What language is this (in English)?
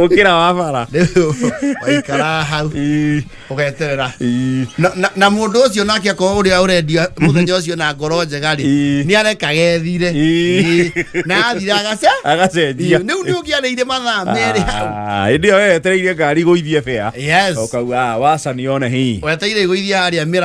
Kikuyu